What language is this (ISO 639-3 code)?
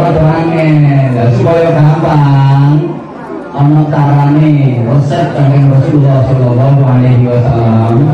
jav